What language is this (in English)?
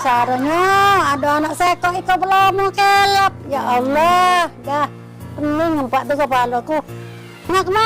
Musi